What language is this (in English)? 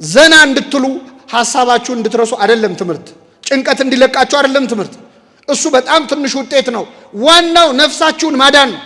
Amharic